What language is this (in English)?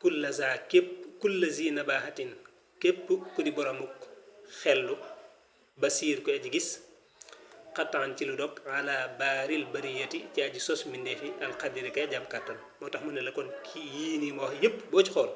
Wolof